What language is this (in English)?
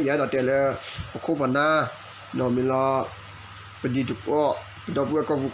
S'gaw Karen